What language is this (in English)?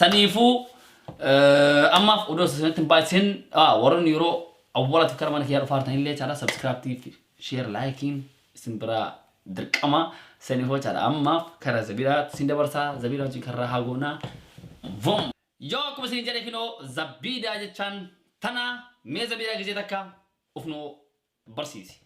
Oromo